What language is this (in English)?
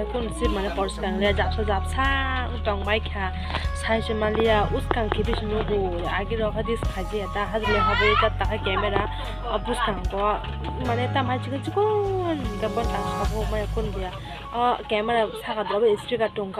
Kok Borok